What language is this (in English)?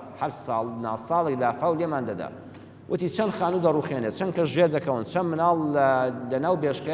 Central Kurdish